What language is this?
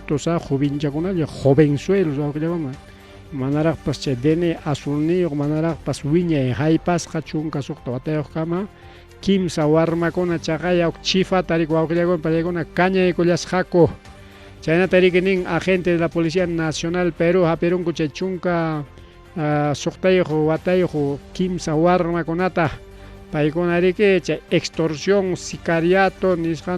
Ayacucho Quechua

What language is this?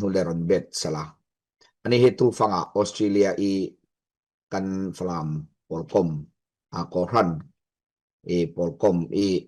Falam Chin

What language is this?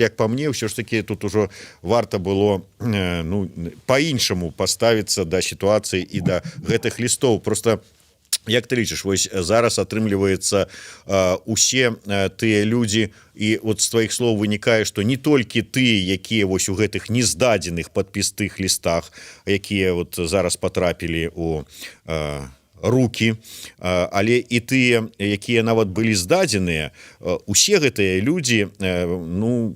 Belarusian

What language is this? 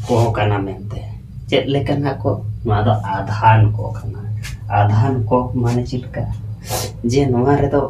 Santali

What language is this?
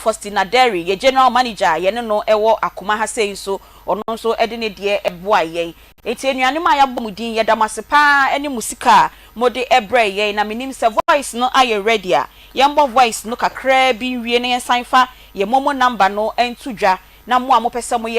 Akan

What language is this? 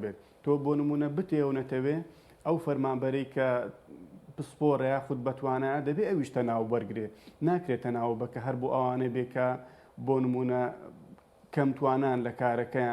Central Kurdish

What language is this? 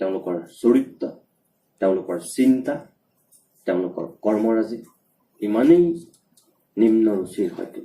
Assamese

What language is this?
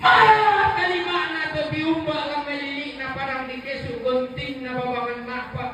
Toraja-Sa'dan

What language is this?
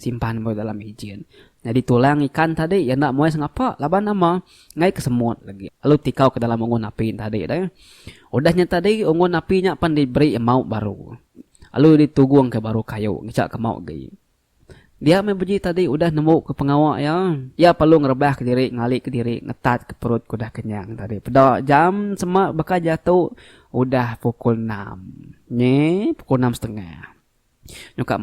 Iban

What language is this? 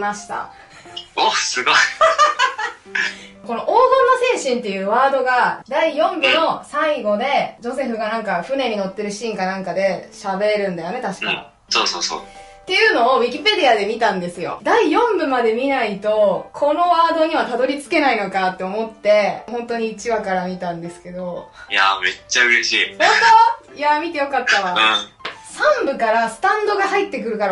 Japanese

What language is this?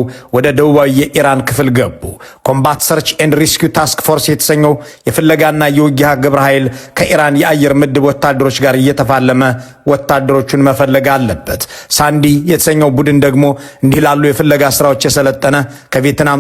Amharic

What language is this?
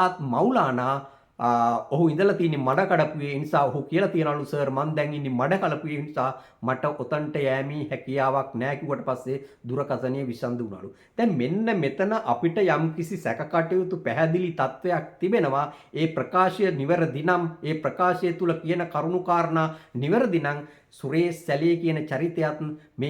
Sinhala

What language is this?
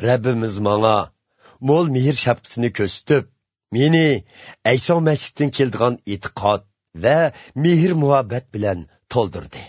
Uyghur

